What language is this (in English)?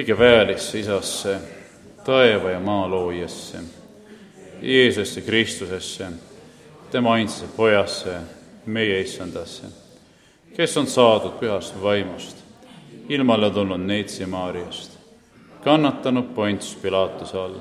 Estonian